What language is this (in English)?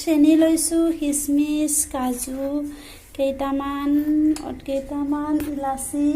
Assamese